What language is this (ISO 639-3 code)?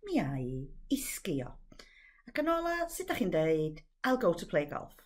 cym